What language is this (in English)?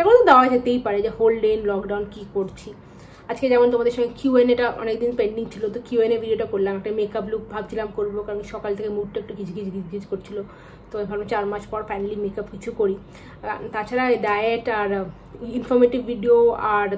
Bangla